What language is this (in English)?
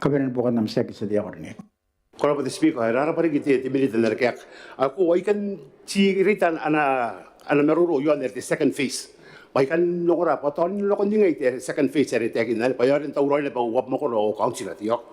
Gilbertese